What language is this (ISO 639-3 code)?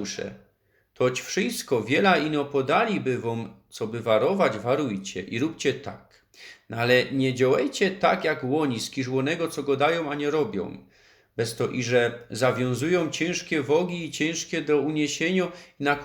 szl